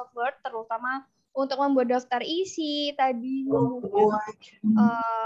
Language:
Indonesian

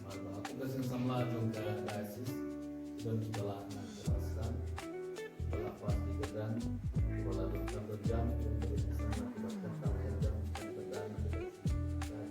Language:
Khasi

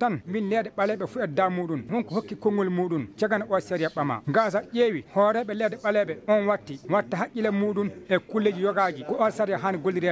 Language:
Fula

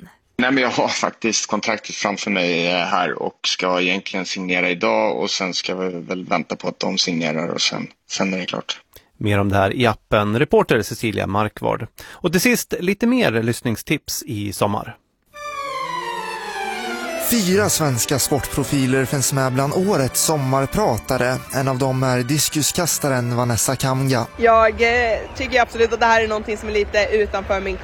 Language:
Swedish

